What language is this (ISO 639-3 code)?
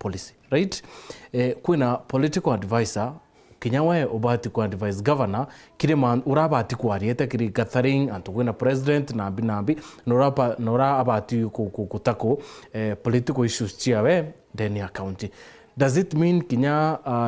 mer